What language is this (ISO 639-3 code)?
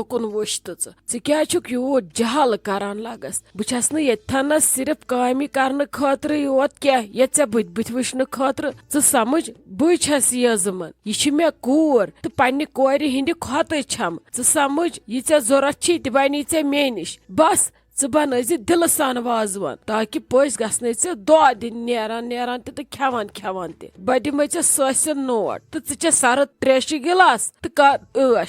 kas